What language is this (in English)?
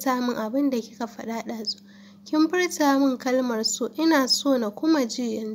Hausa